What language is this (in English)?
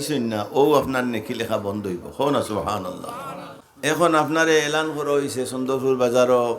Sylheti